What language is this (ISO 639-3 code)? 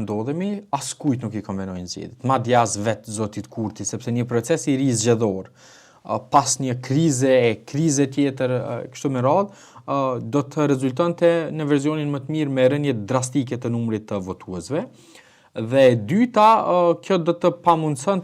sqi